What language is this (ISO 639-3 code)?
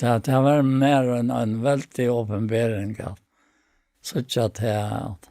fao